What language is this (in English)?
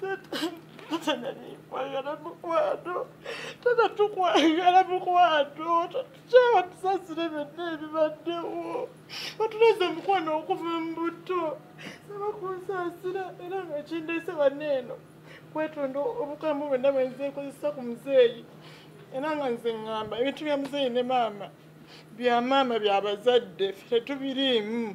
Ganda